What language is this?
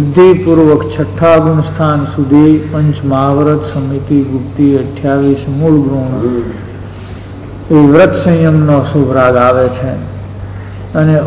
Gujarati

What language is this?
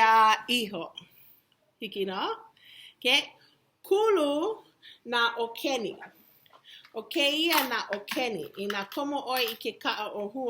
Hawaiian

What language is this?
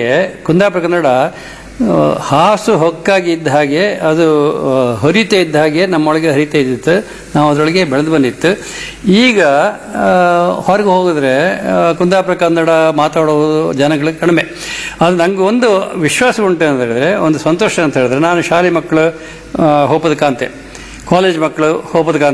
Kannada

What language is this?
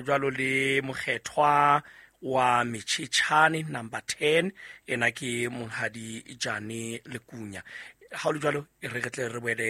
Southern Sotho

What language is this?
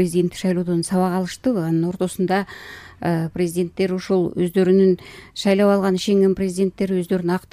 Kyrgyz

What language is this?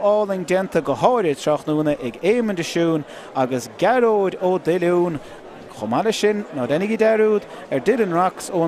Irish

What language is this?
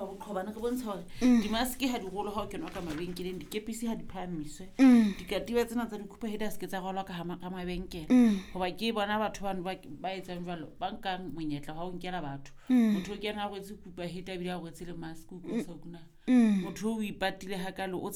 Southern Sotho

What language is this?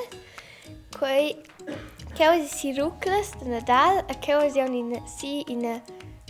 Romansh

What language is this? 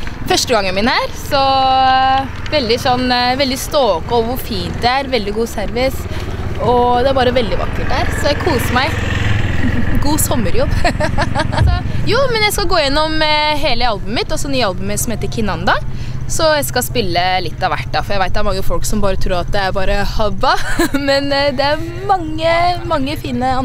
Norwegian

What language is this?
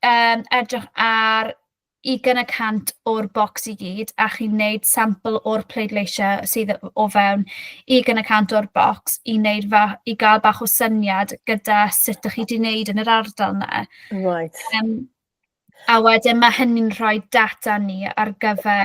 Welsh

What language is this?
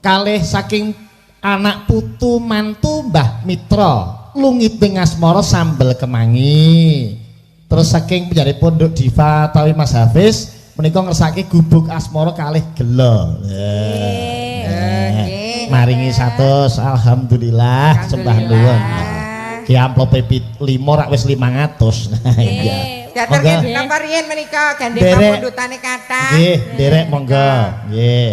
Javanese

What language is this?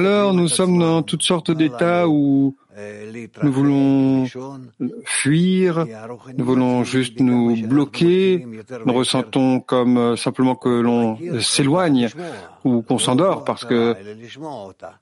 French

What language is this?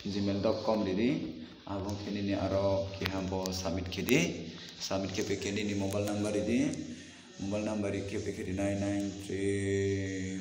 Riang (India)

